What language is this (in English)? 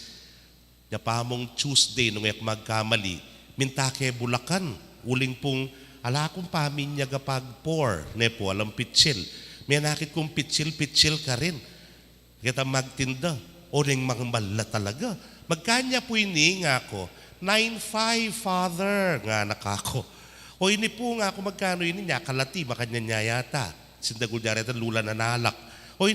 Pampanga